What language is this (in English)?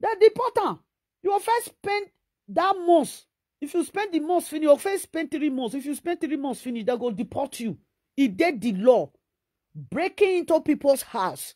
Nigerian Pidgin